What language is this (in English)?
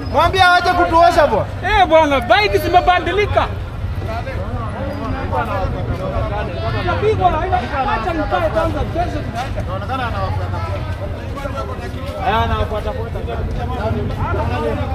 Swahili